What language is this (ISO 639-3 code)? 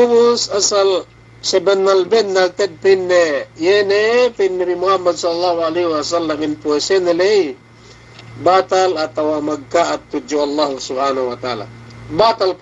yka